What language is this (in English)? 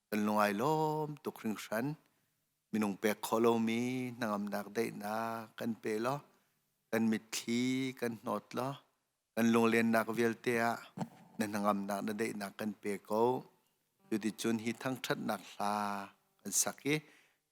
Hakha Chin